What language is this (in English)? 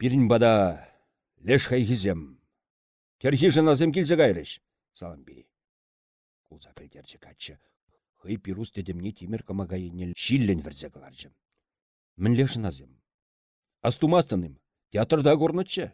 Chuvash